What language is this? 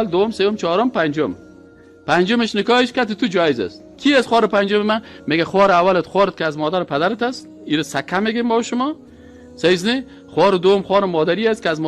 Persian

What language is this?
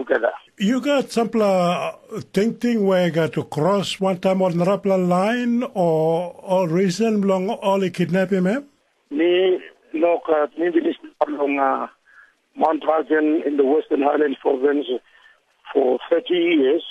Tok Pisin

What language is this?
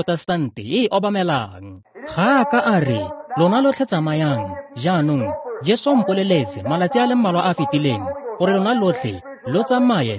Tswana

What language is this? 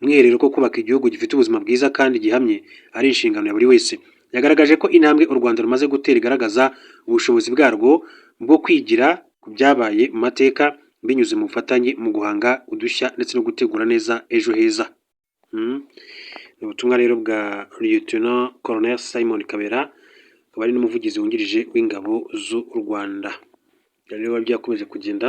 Kinyarwanda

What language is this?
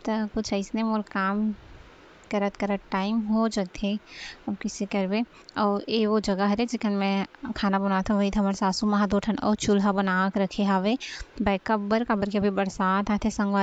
Chhattisgarhi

